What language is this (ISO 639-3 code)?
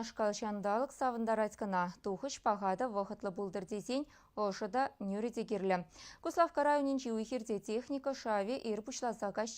chv